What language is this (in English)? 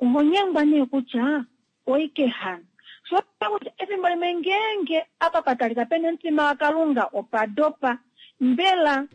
Kuanyama